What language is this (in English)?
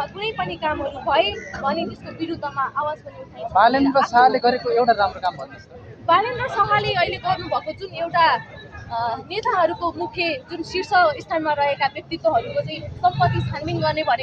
Nepali